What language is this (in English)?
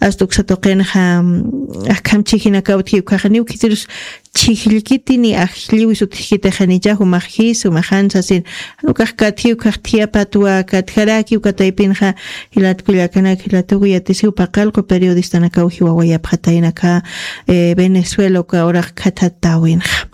Aymara